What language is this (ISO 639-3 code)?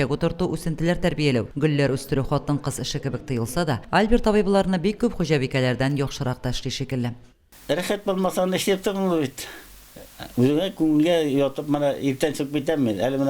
tat